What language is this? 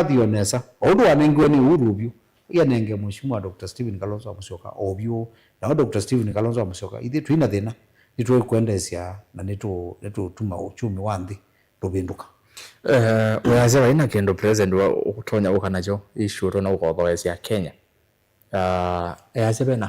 Kamba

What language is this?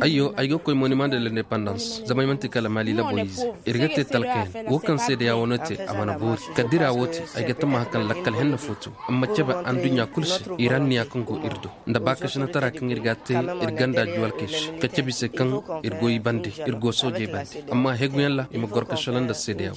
Koyraboro Senni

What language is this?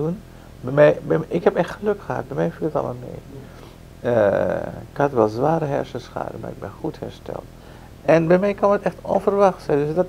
Dutch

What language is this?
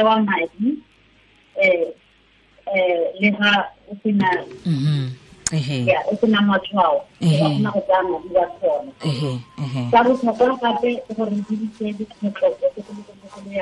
Tswana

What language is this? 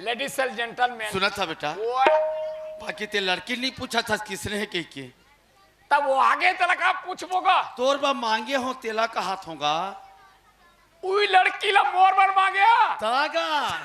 Chhattisgarhi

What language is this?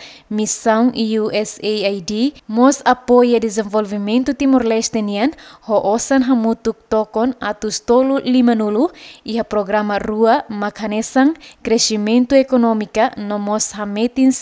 Tetum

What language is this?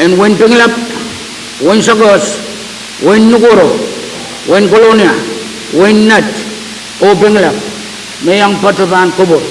Pohnpeian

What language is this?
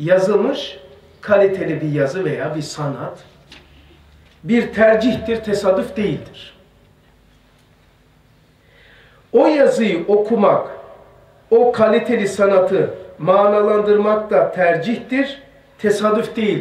Turkish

